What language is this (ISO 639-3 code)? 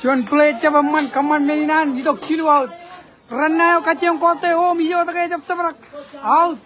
mah